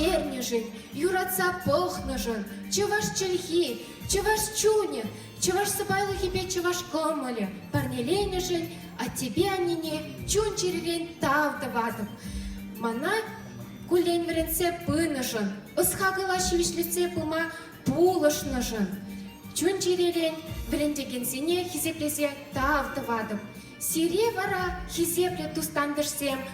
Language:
Chuvash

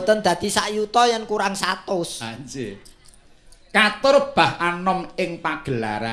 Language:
Javanese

